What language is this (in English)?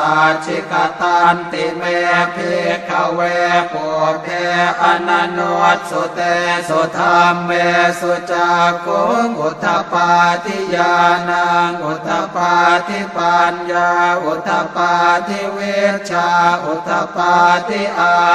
Pali